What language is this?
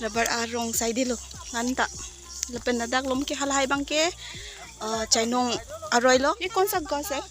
Karbi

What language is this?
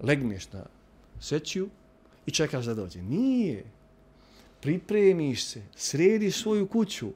Bosnian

